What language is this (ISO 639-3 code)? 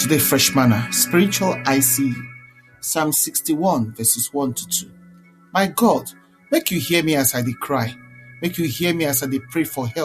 pcm